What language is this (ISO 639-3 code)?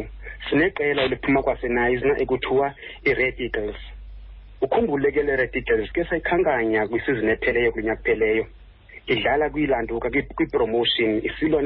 xho